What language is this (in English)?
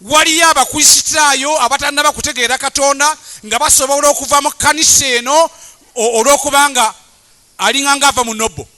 Ganda